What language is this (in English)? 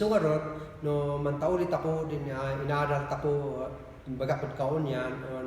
Kankanaey